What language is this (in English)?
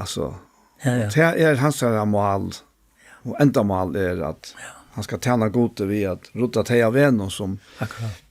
Faroese